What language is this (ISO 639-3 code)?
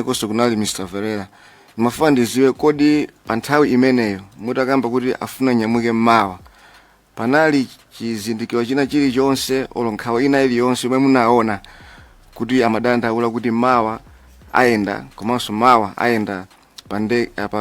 nya